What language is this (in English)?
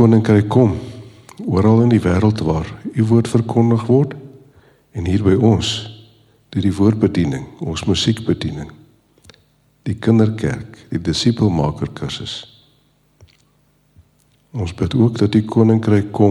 Afrikaans